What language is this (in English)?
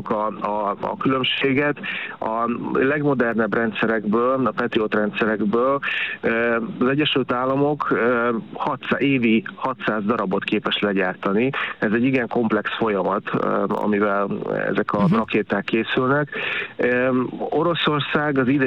Hungarian